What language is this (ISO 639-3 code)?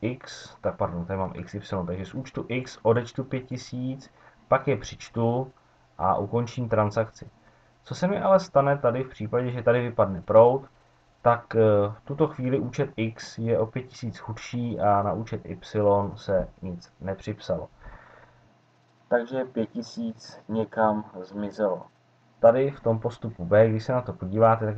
ces